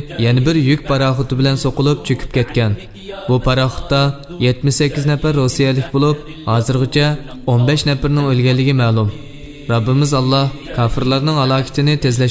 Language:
Uyghur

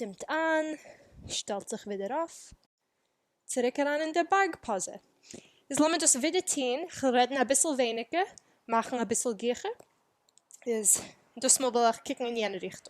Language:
Yiddish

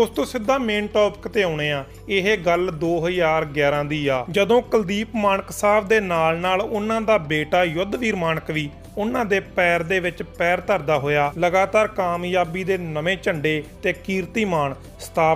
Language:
Punjabi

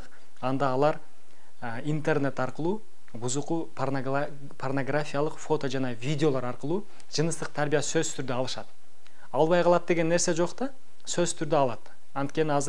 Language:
Kyrgyz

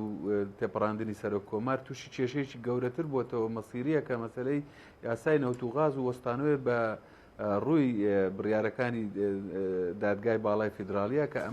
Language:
Central Kurdish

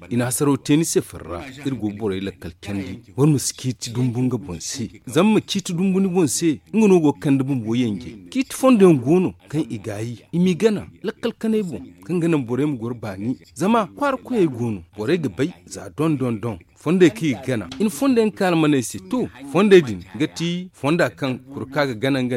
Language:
Zarma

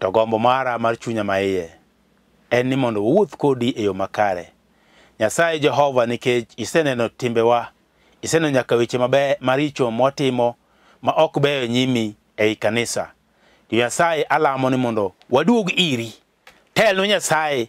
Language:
Luo (Kenya and Tanzania)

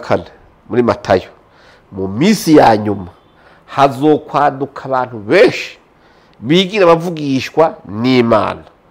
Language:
Rundi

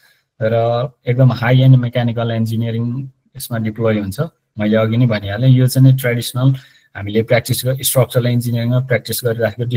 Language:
Nepali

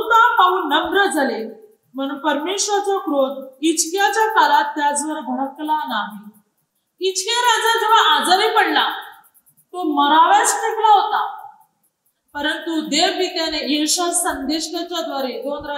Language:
Marathi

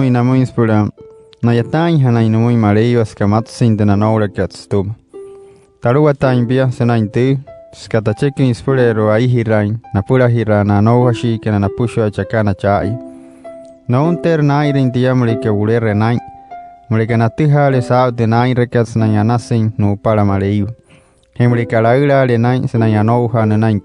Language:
Wayuu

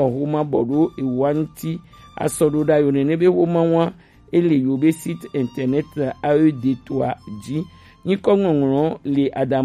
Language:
Gen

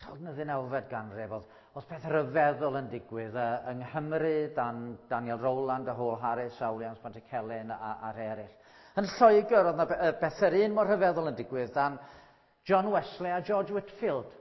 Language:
Welsh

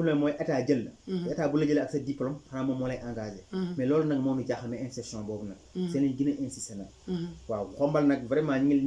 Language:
Wolof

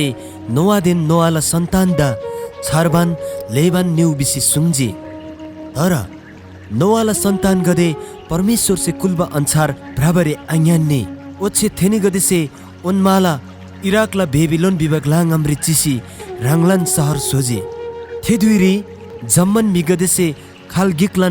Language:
Eastern Tamang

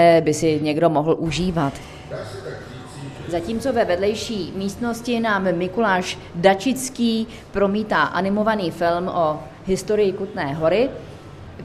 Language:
Czech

